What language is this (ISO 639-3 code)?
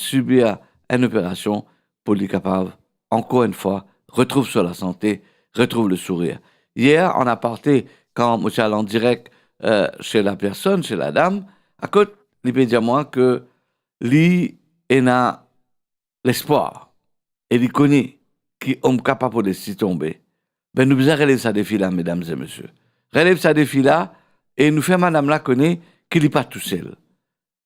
mfe